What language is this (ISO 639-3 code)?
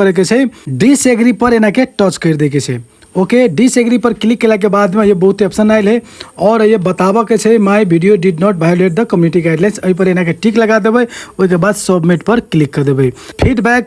mai